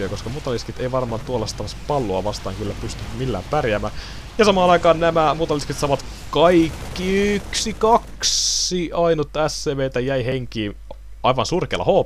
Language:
Finnish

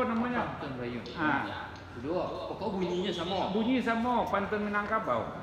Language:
Minangkabau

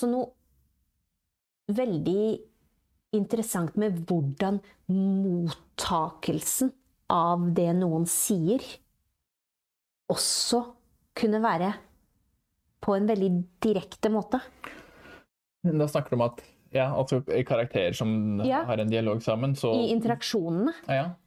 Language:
Norwegian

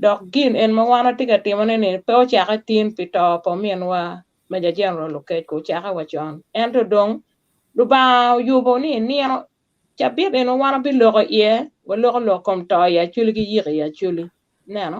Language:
Acoli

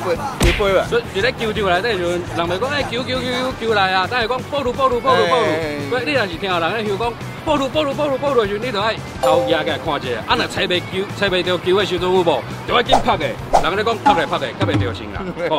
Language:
Min Nan Chinese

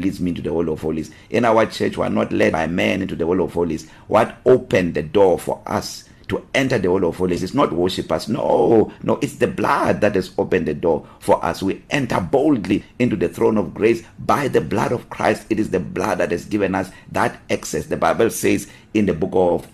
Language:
English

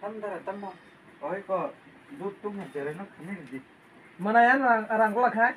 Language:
Kok Borok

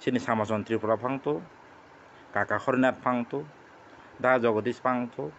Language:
Kok Borok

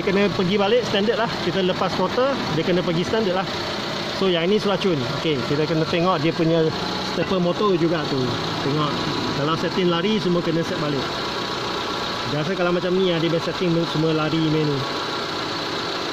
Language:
Malay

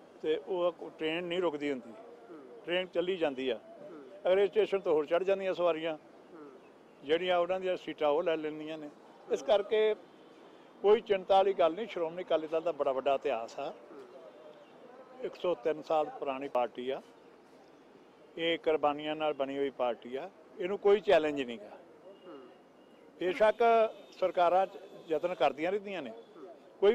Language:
Punjabi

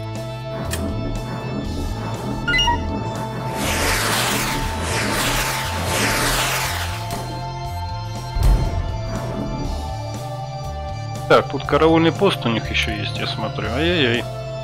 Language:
Russian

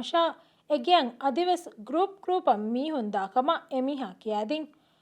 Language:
Divehi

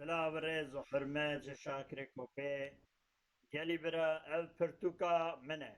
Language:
Kurdish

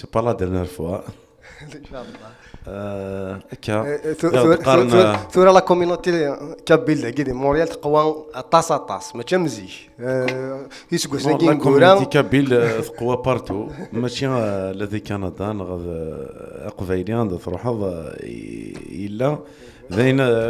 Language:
Kabyle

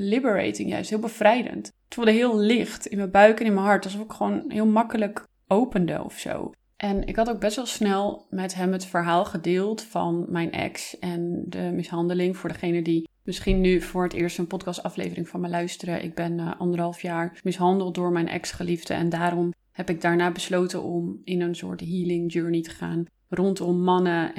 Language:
Dutch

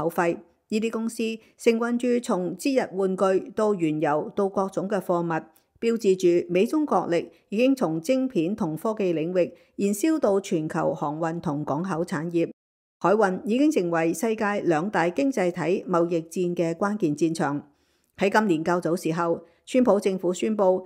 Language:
Cantonese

